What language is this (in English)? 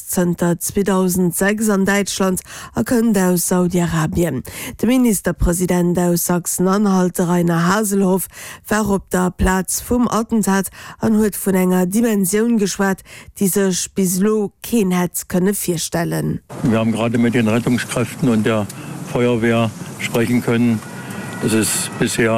Luxembourgish